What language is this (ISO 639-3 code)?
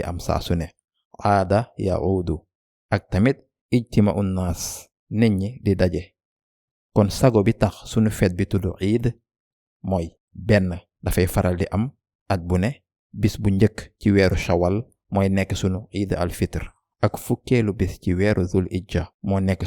wol